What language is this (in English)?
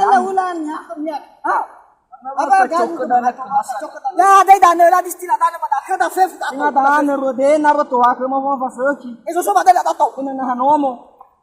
Nias